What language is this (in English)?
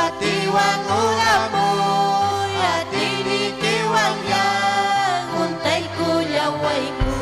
Ayacucho Quechua